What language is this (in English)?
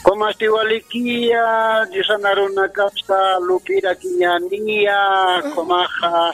Aymara